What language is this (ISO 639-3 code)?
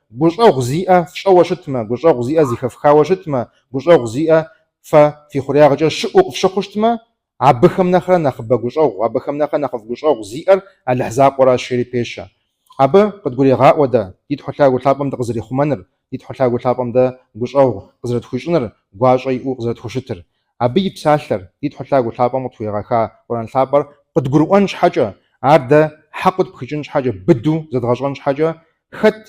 kbd